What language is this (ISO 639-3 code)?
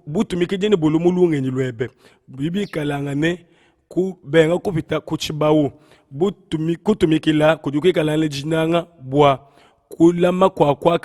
lua